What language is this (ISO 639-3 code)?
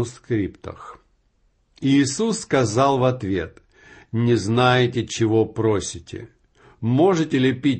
rus